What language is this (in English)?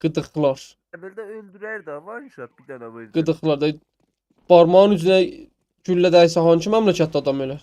South Azerbaijani